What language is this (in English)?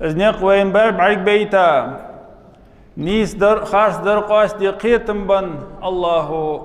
Ingush